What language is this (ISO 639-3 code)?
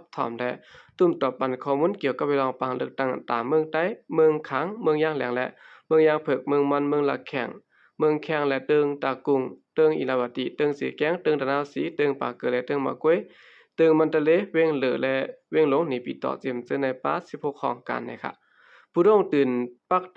shn